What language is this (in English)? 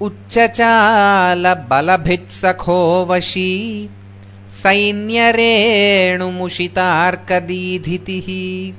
Sanskrit